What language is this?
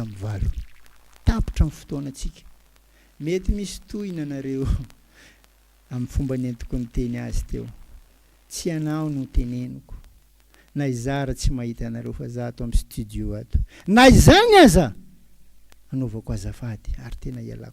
Malagasy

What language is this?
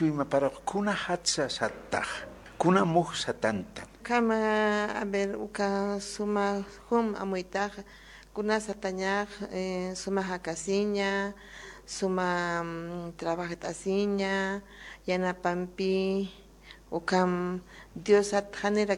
Aymara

